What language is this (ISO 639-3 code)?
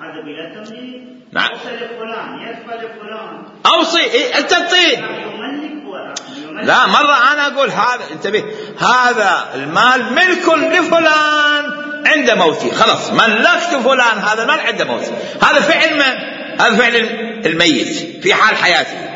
acm